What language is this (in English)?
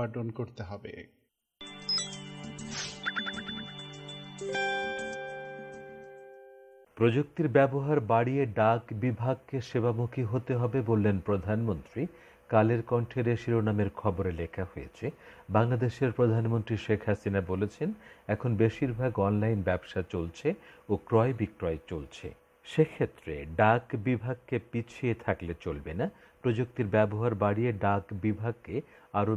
Bangla